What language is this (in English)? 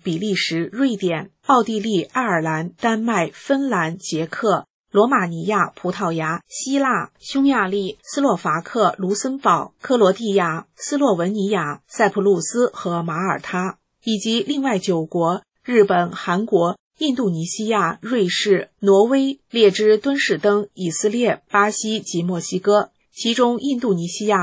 Chinese